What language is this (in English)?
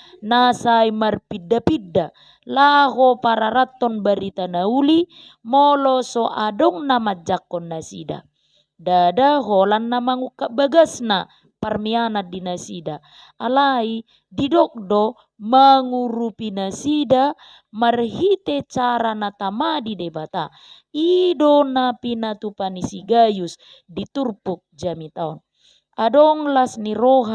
Batak Toba